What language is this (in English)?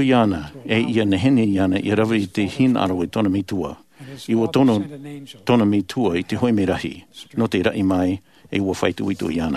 Tahitian